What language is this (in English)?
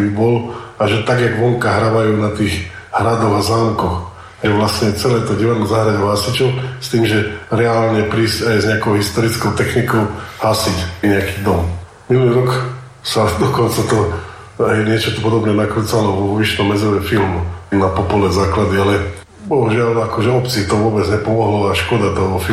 Slovak